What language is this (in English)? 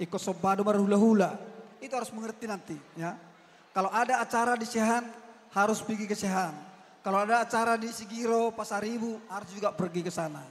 Batak Toba